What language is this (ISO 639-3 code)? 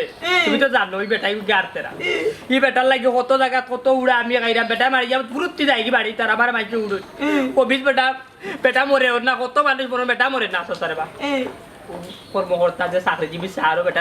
syl